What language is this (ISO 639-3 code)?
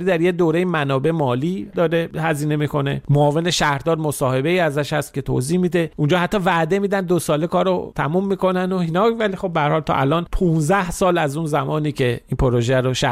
fas